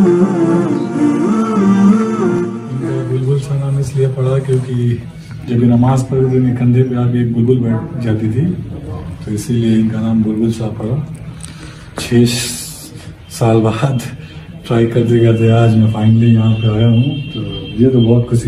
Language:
Hindi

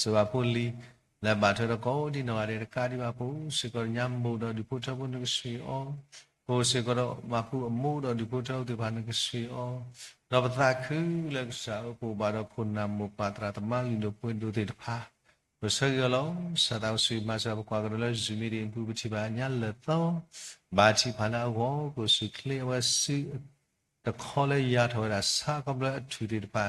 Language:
S'gaw Karen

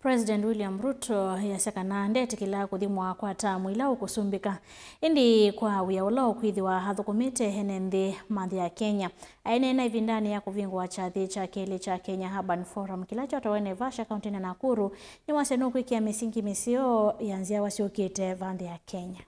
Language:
Kamba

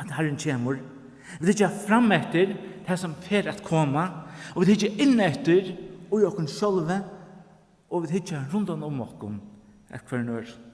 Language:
Faroese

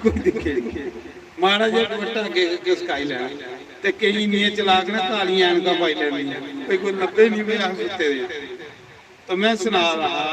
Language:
Dogri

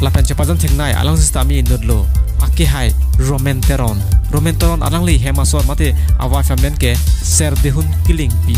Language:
Karbi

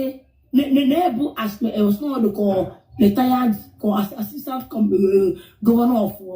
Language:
Igbo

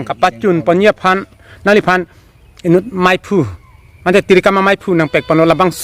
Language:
Karbi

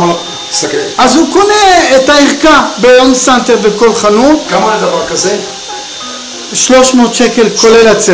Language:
Hebrew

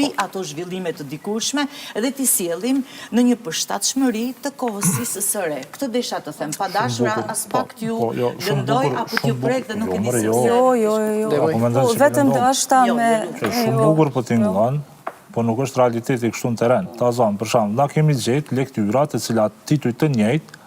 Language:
Albanian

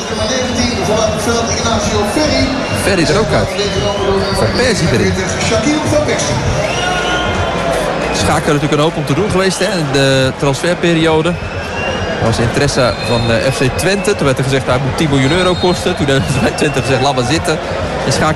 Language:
Dutch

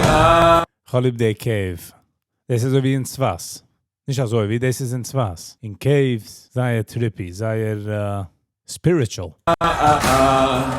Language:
Yiddish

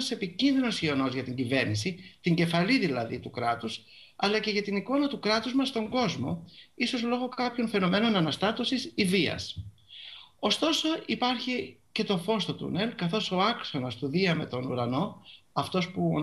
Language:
Greek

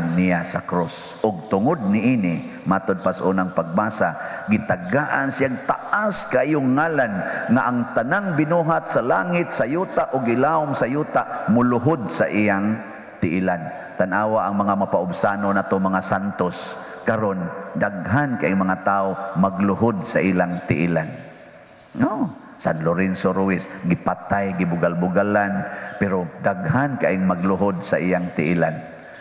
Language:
Cebuano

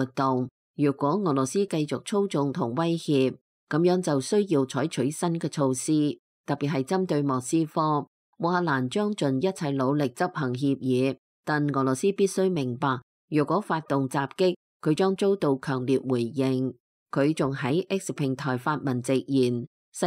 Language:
Cantonese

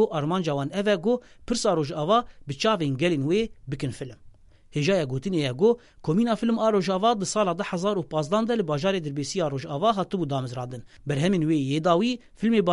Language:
Kurdish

